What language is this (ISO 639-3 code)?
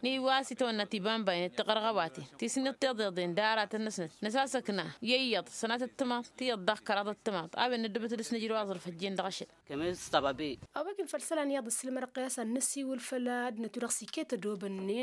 taq